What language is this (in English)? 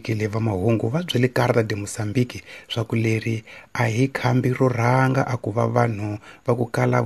Tsonga